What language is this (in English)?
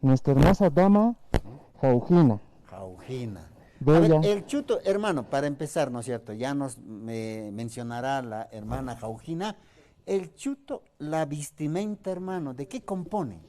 Aymara